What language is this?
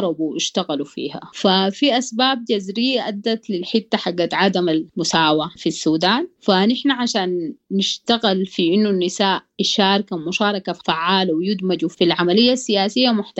Sudanese Arabic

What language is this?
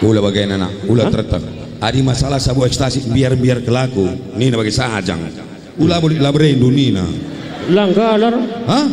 Batak Karo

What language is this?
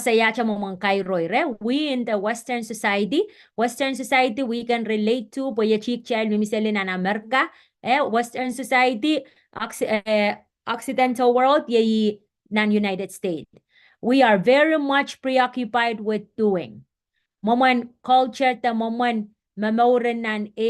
Pohnpeian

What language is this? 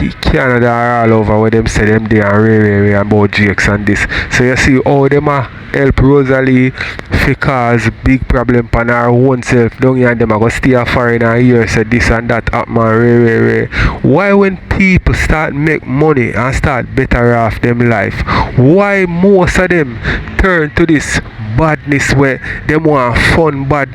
Jamaican Creole English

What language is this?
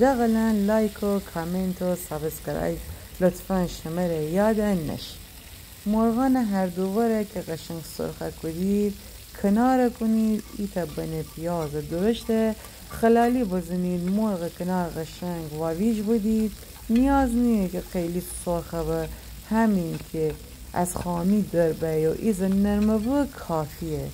Gilaki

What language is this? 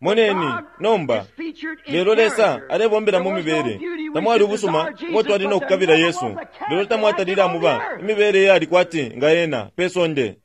Bemba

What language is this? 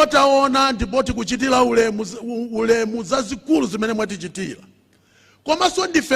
Nyanja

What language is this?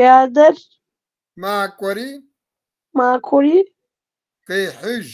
Kabardian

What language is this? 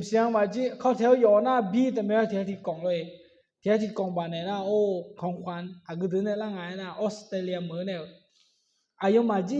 Akha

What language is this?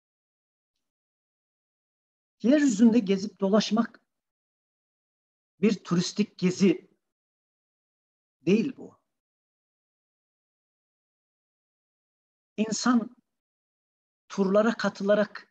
Turkish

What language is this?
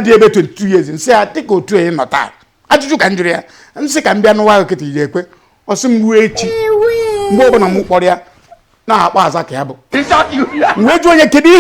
Igbo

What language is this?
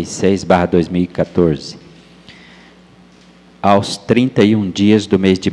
Portuguese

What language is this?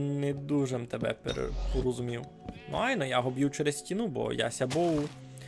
Rusyn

